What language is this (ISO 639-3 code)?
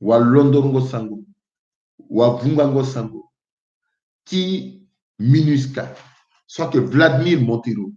sag